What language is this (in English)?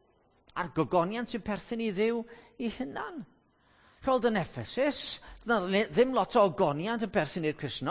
Welsh